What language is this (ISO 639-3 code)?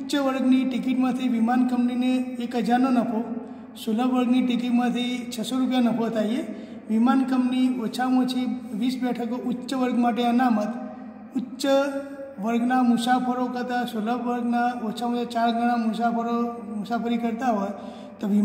guj